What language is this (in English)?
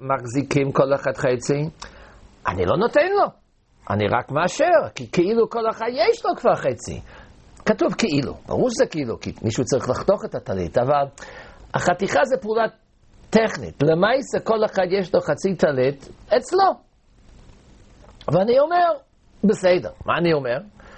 Hebrew